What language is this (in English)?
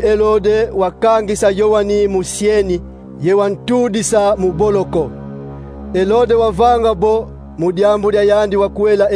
Kongo